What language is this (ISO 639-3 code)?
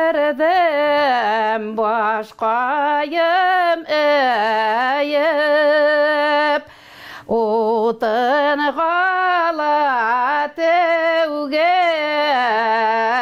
tat